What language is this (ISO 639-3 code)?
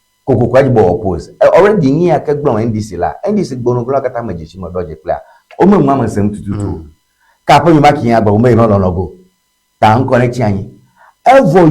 ewe